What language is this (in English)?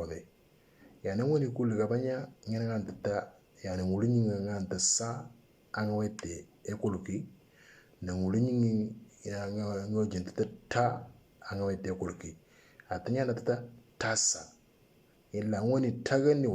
Moro